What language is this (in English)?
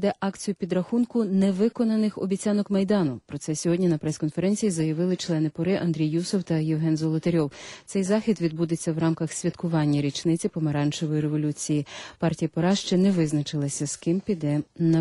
Ukrainian